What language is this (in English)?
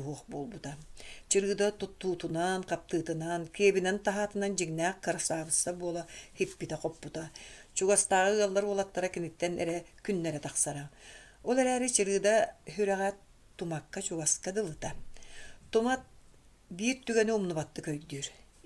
Yakut